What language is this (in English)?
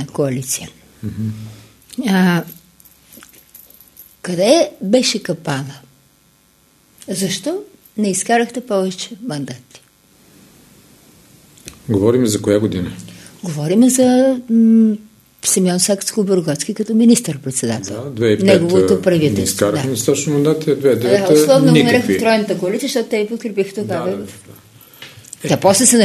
Bulgarian